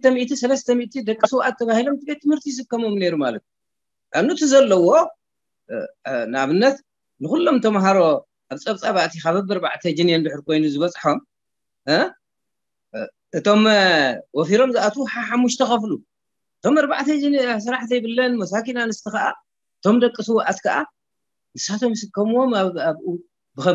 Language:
Tigrinya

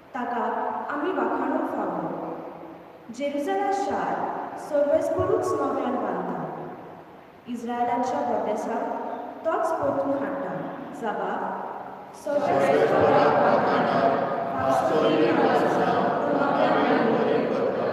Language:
Konkani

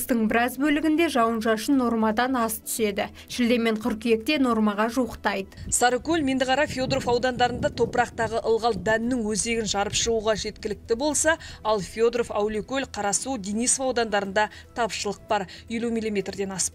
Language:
Kazakh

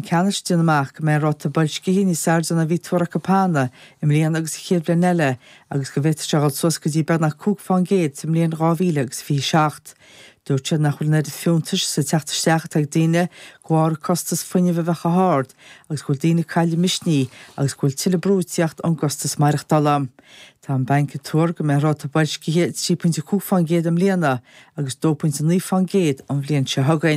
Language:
Irish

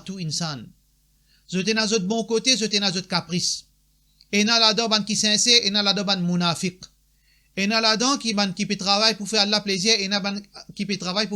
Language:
Morisyen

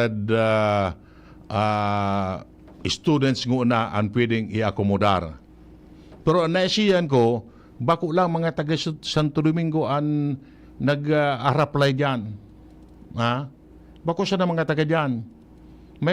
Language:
Bikol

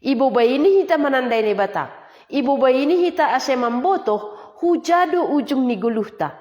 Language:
Batak Simalungun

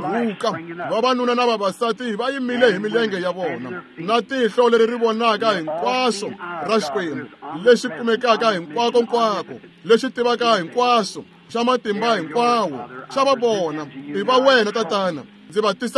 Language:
Tsonga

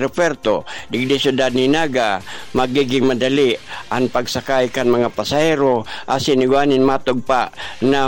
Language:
Bikol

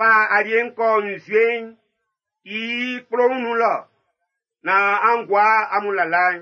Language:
Baoulé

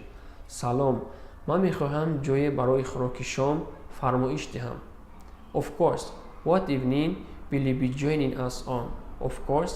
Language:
Tajik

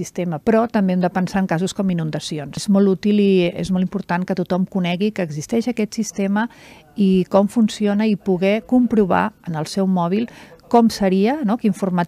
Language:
Catalan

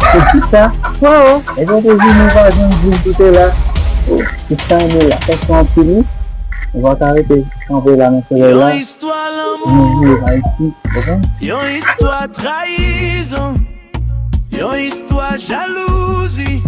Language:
Haitian Creole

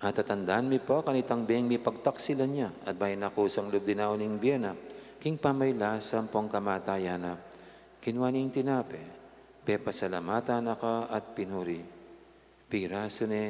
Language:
Pampanga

